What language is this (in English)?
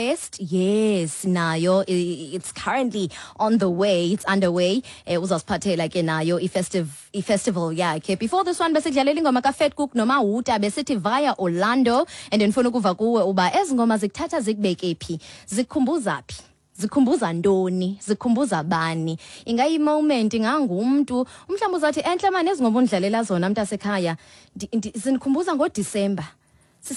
Xhosa